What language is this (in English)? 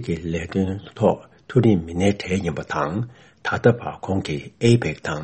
Tibetan